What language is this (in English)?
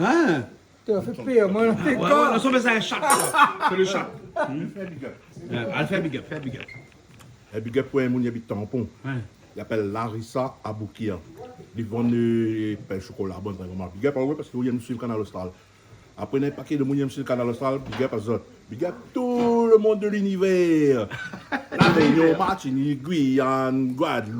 Réunion Creole French